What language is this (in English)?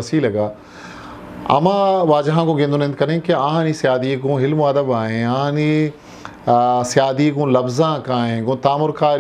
Eastern Balochi